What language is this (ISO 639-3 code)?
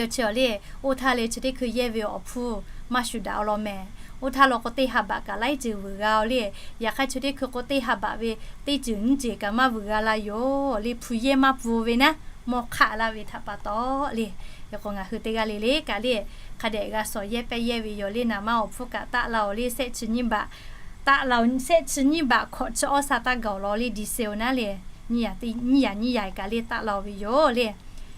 lhu